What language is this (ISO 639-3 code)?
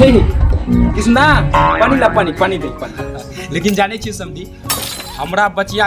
mai